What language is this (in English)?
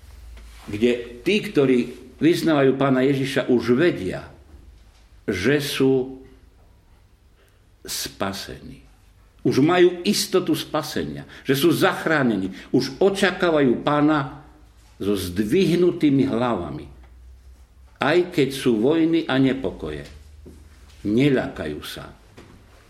Slovak